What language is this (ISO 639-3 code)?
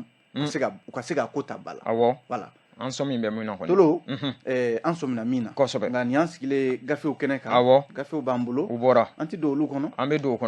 bam